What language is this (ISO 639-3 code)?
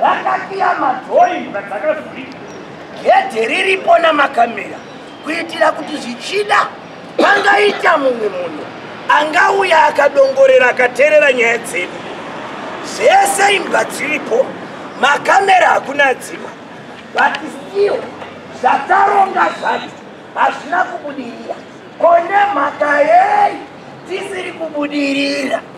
sna